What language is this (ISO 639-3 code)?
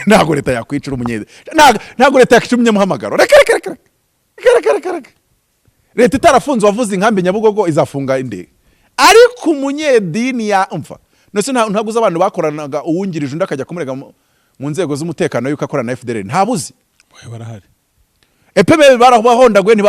kin